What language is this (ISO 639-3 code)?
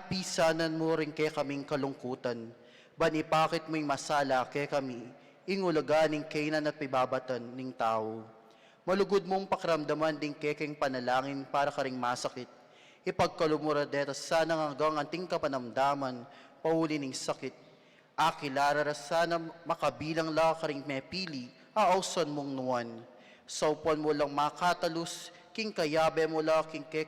pam